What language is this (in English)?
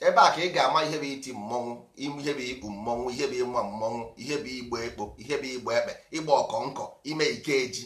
Igbo